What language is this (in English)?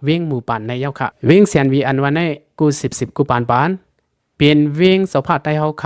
Lao